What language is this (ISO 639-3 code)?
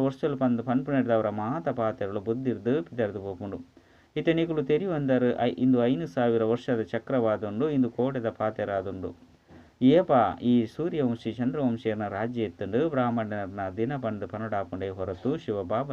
tcy